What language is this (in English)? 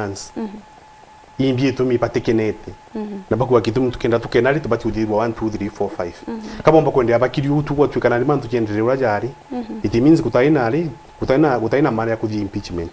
Meru